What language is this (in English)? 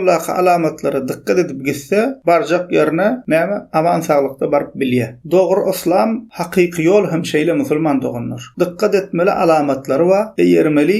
Turkmen